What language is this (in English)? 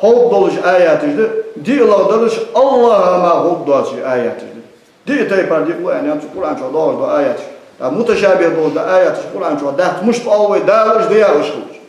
Ingush